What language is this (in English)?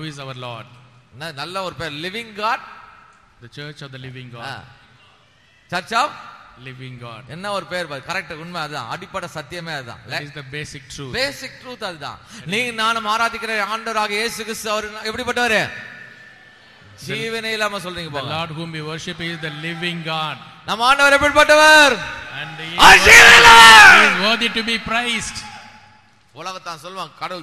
Tamil